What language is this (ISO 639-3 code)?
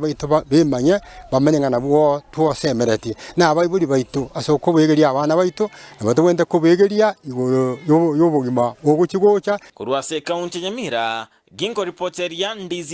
guz